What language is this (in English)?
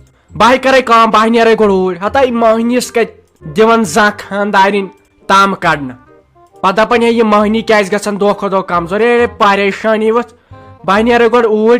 Kashmiri